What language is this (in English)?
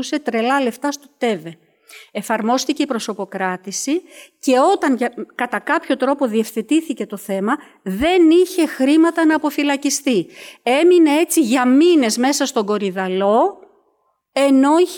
Greek